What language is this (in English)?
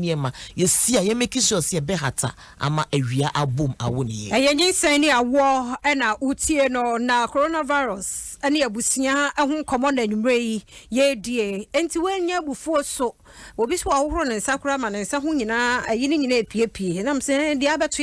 Akan